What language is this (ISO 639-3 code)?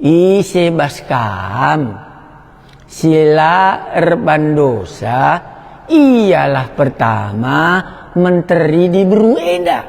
btx